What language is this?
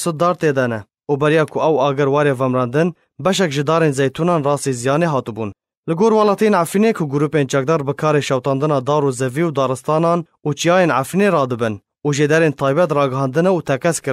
Kurdish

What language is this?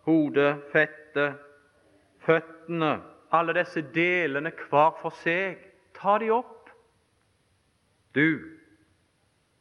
Norwegian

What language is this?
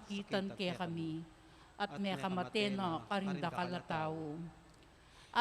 Pampanga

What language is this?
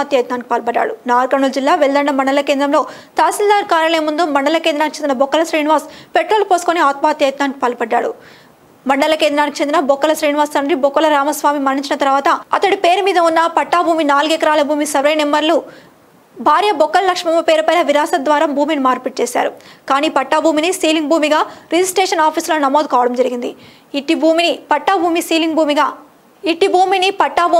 Telugu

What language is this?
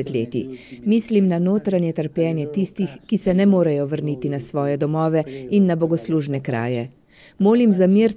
Slovenian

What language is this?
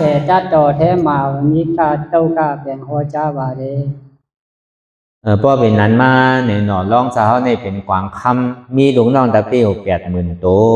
Shan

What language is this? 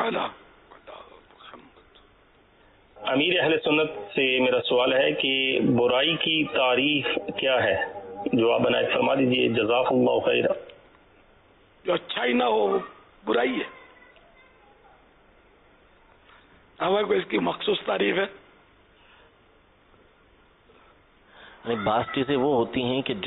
Urdu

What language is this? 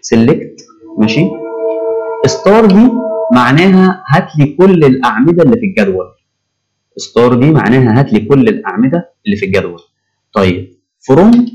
Egyptian Arabic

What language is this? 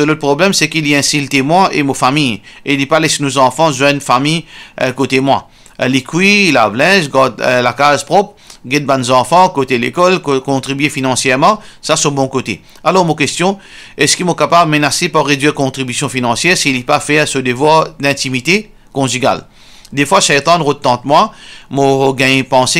Morisyen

